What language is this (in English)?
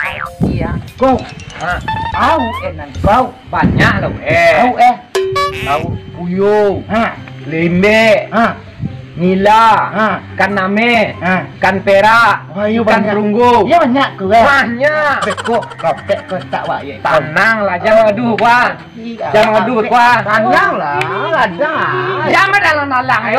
Minangkabau